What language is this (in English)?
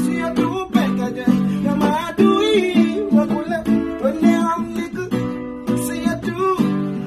Swahili